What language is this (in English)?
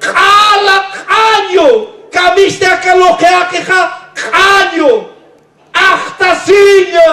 Aymara